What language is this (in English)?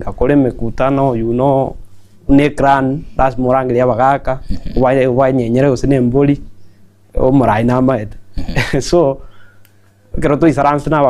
Gusii